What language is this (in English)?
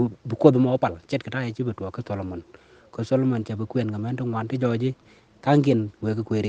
Nuer